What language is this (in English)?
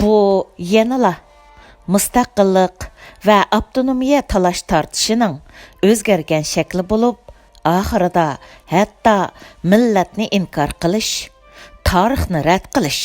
Uyghur